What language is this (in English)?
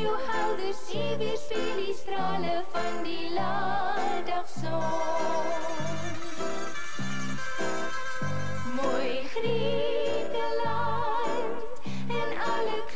Afrikaans